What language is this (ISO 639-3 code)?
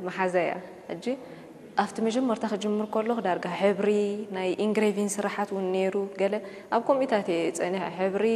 tir